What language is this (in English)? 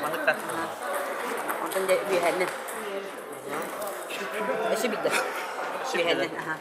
Yakut